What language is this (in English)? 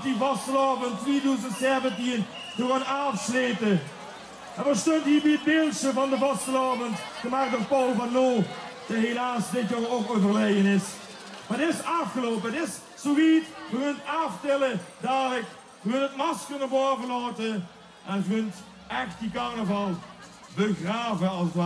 Limburgish